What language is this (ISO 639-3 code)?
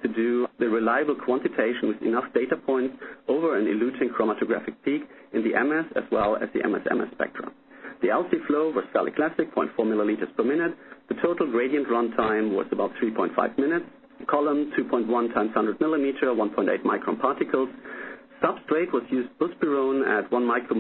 eng